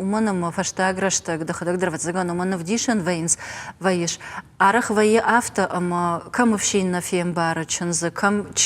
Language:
Ossetic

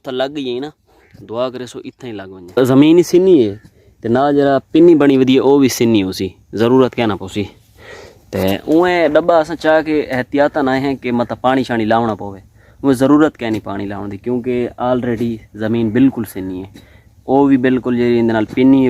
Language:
Saraiki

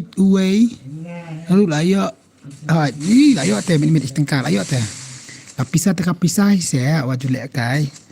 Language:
Khasi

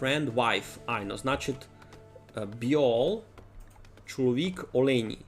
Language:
Rusyn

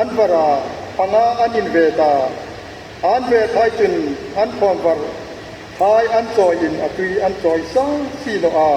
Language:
Hmar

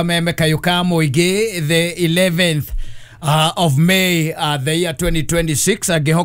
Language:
Kikuyu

